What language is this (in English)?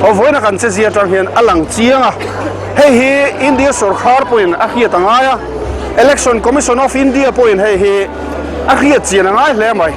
Mizo